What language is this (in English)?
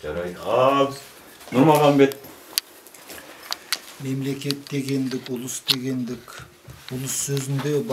Kazakh